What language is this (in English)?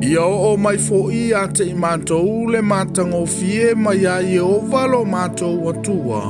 Samoan